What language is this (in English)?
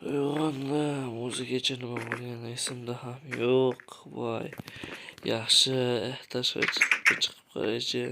Uzbek